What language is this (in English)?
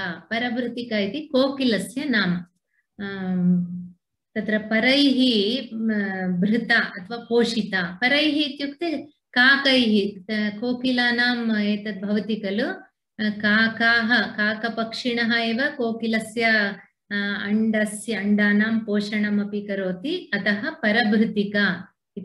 Sanskrit